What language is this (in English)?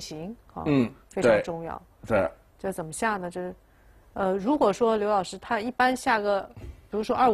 Chinese